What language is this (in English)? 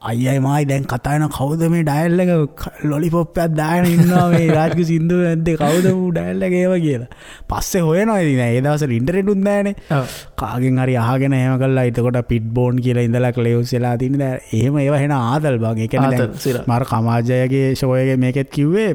Sinhala